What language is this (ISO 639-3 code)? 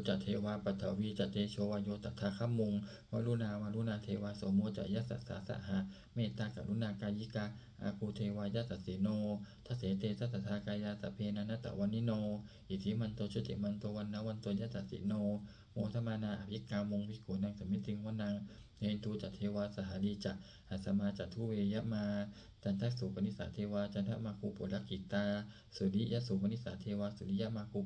pli